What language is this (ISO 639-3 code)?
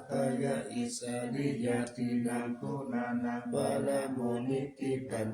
pli